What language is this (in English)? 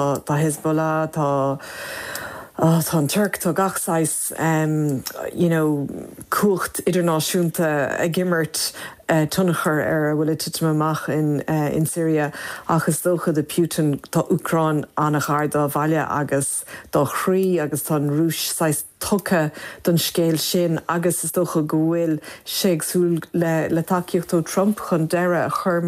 Irish